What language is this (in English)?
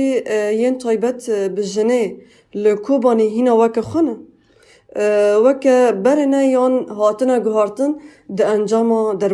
Kurdish